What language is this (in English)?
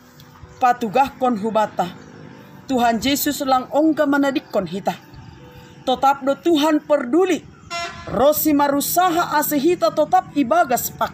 Batak Simalungun